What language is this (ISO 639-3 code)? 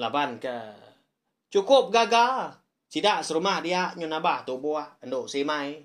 iba